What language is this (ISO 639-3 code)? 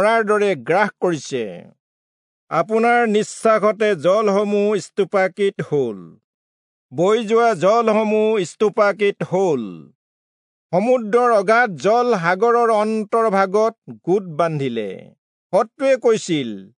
asm